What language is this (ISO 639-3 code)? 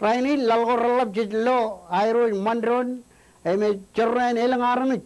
mah